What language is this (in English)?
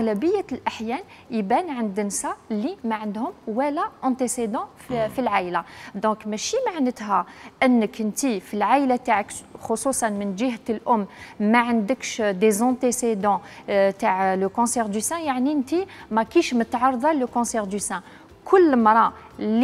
Algerian Arabic